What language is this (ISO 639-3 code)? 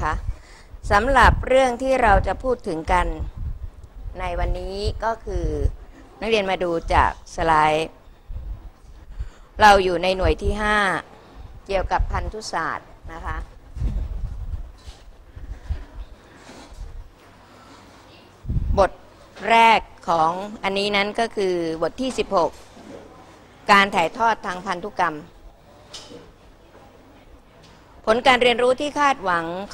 tha